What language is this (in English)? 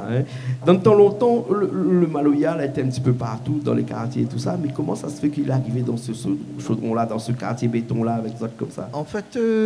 Réunion Creole French